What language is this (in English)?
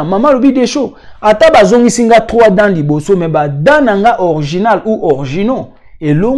Lingala